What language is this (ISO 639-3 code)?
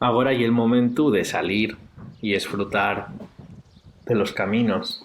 ast